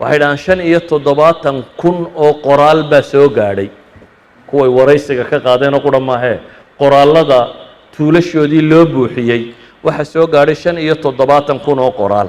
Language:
Somali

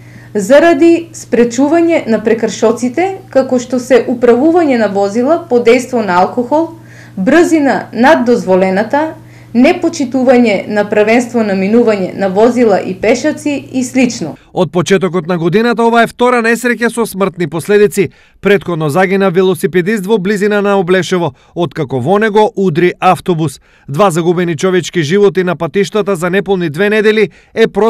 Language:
Macedonian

